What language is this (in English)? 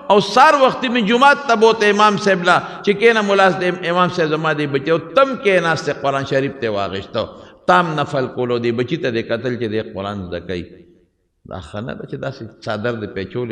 Pashto